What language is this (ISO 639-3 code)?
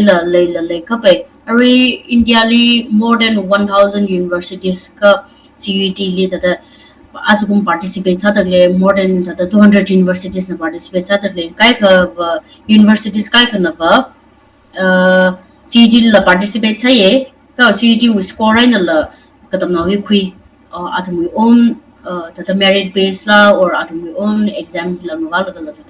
nmf